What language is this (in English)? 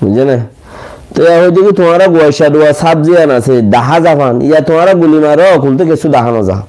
Rohingya